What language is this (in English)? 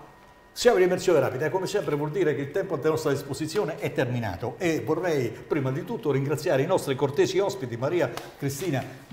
Italian